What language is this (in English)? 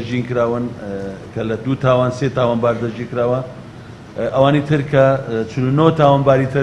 Central Kurdish